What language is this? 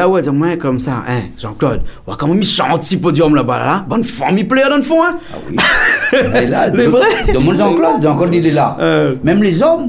Réunion Creole French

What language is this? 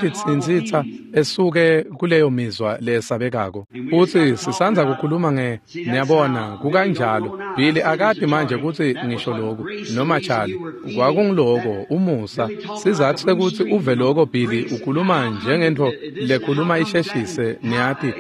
Swati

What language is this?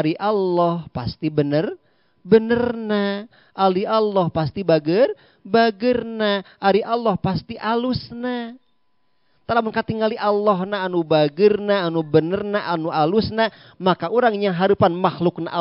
Sundanese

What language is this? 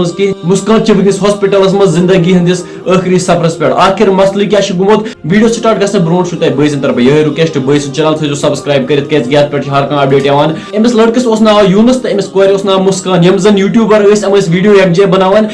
Kashmiri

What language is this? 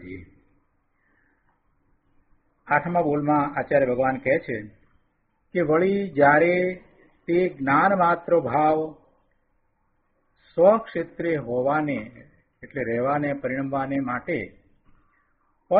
Gujarati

